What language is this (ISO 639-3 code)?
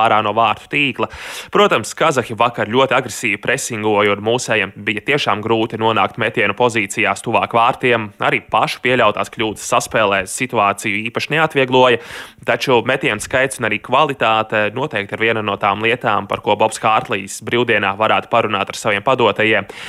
lav